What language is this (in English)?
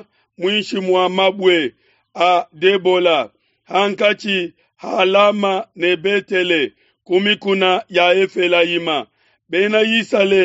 Luba-Lulua